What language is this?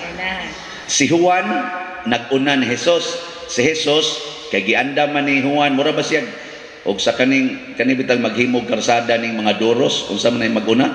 Cebuano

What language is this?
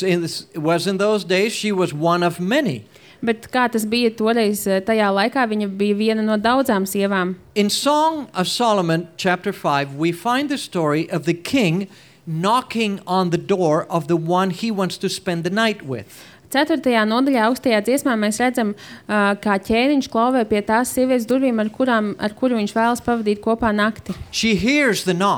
Latvian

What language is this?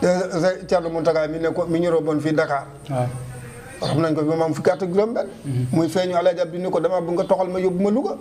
Wolof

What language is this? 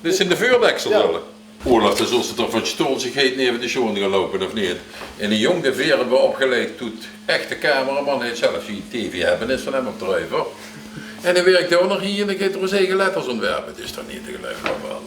Limburgish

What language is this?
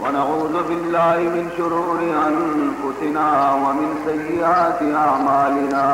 Baluchi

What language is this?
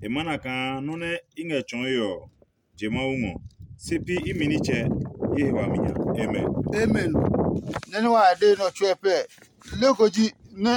Adangme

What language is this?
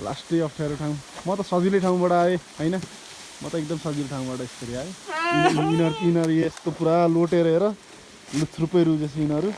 Nepali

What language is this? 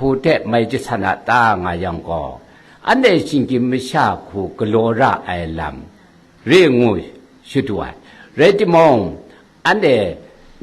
Kachin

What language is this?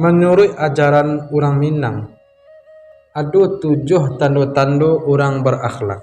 Minangkabau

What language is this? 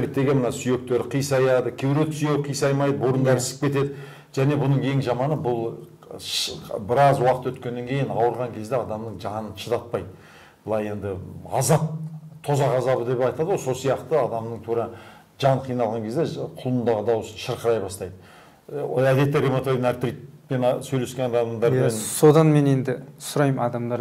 Kazakh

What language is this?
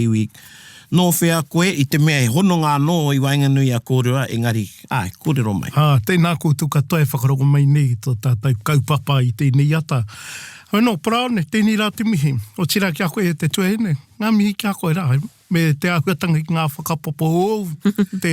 Māori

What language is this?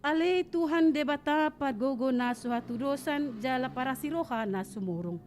Batak Toba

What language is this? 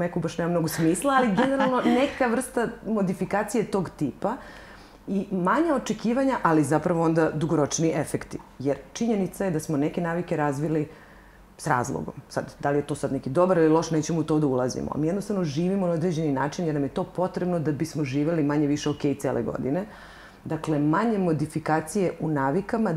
Serbian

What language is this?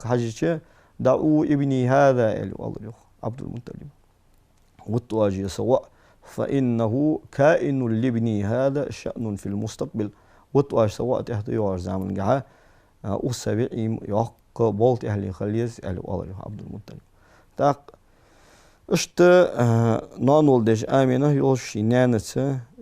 Ingush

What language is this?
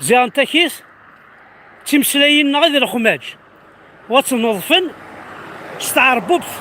Kabyle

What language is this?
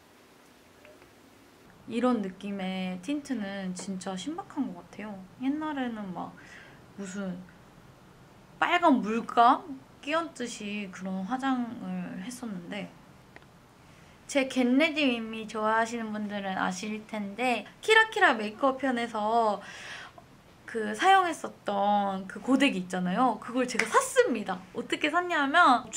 Korean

